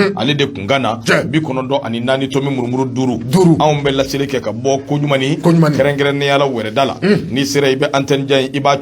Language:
Bambara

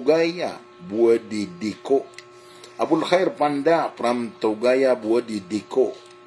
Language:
Maranao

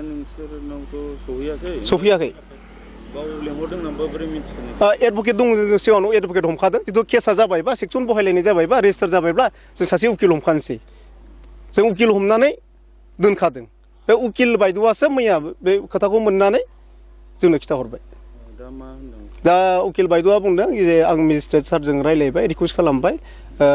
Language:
Bodo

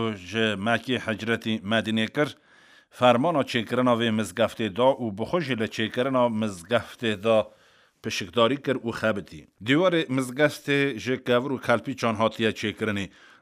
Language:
Kurdish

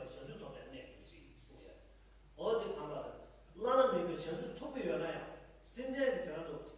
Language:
Tibetan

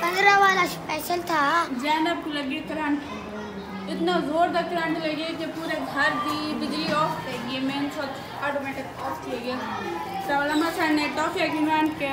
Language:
Saraiki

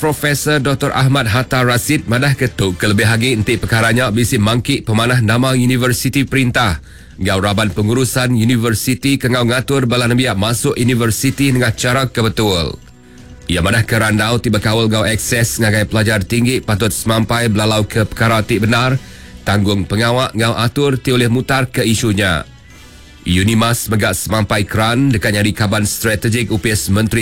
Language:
Iban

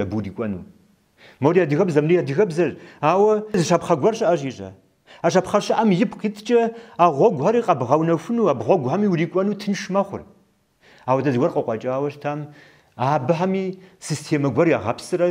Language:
Kabardian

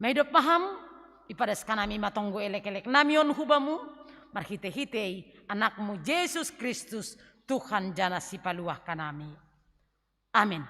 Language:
Batak Simalungun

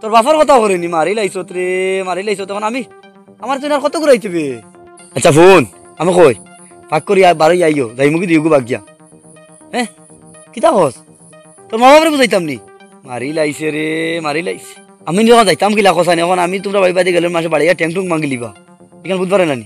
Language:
Sylheti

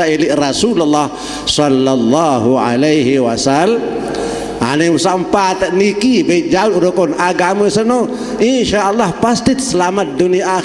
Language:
Sasak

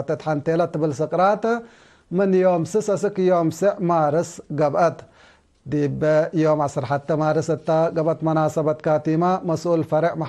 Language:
Tigre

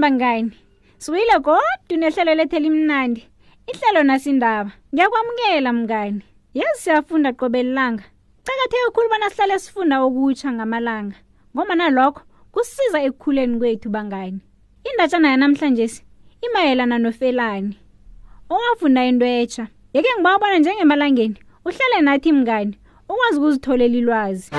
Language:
South Ndebele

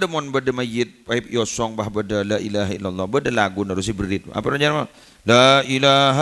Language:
Madurese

